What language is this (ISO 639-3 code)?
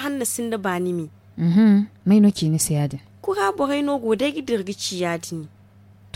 dje